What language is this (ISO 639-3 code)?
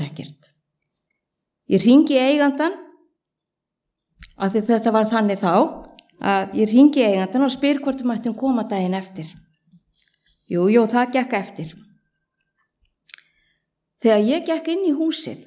isl